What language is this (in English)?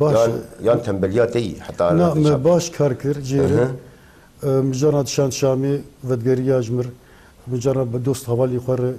Kurdish